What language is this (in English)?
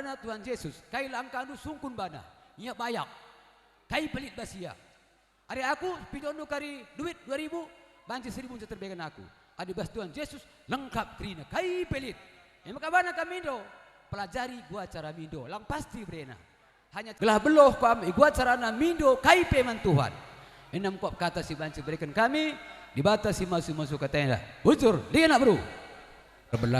Batak Karo